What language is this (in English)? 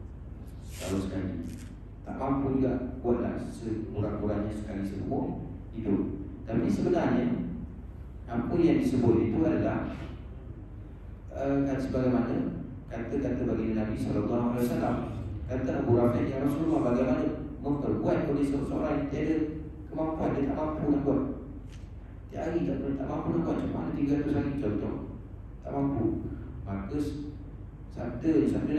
Malay